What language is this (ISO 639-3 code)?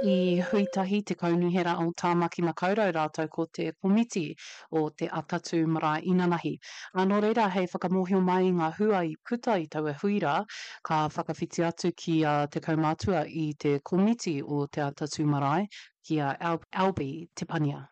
mri